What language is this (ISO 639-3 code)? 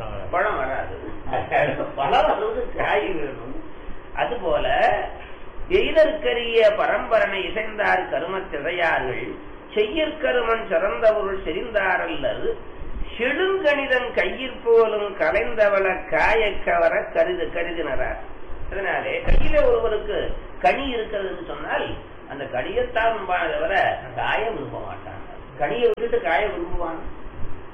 tam